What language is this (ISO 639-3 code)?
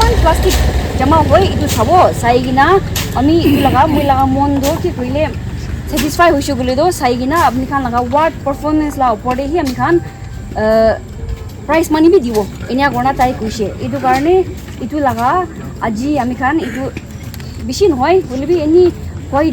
nag